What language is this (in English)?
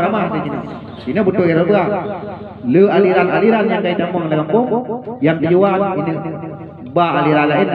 Achinese